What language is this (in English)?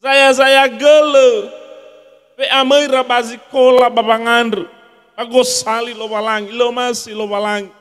Nias